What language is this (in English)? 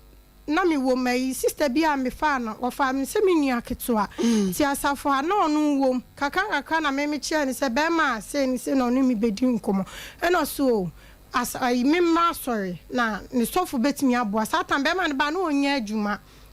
Akan